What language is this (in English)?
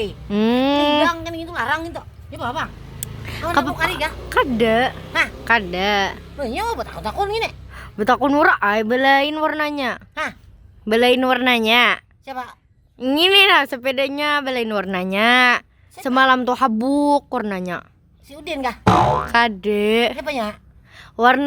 Banjar